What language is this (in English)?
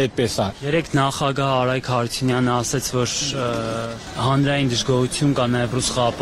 Armenian